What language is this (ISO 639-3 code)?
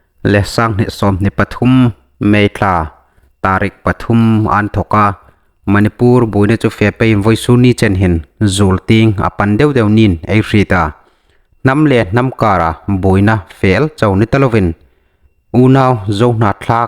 hmr